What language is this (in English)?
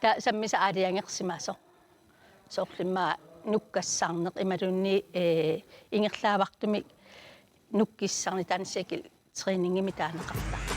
Kalaallisut